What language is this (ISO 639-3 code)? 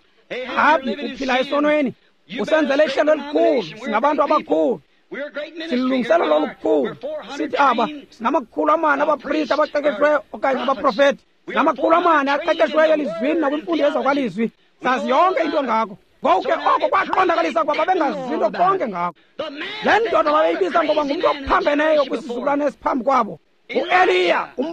xho